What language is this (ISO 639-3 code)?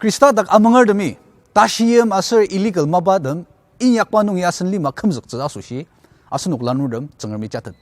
njo